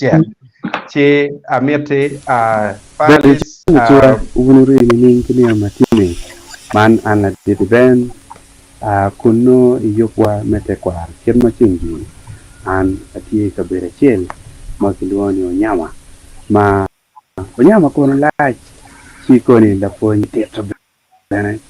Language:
Acoli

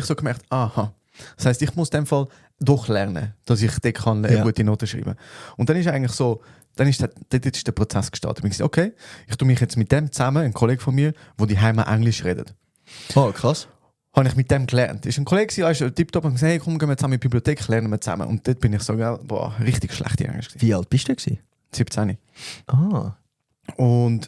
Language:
Swiss German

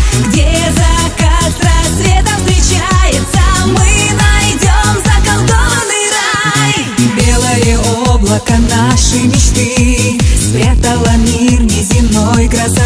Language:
Russian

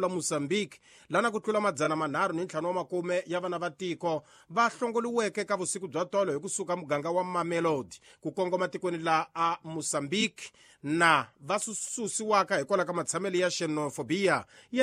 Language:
Tsonga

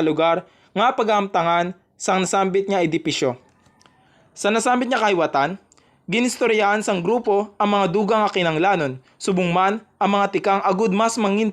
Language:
Hiligaynon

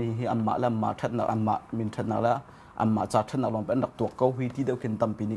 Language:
Hakha Chin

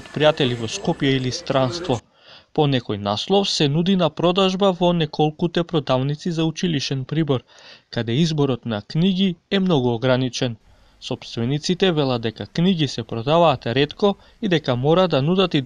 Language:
Macedonian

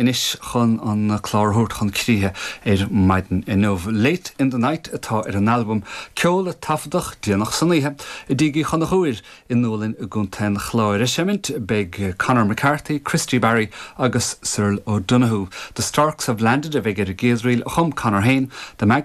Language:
Irish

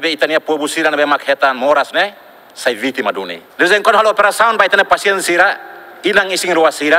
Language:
Tetum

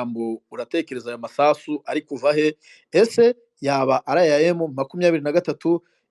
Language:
Kinyarwanda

